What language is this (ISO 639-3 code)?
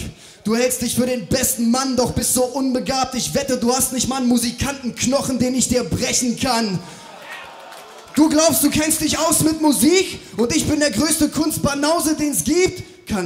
deu